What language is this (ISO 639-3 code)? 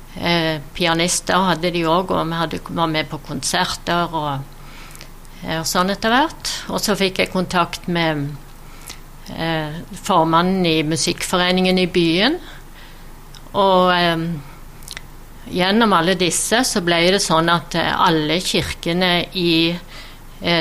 nor